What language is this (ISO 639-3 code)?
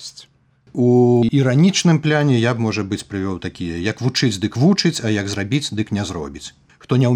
bel